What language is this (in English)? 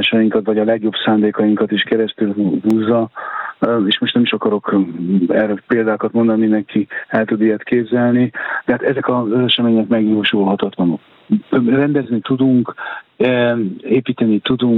Hungarian